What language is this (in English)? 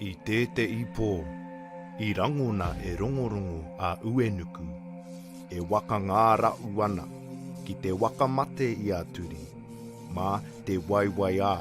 Māori